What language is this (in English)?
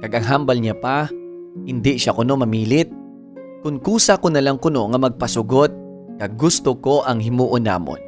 Hiligaynon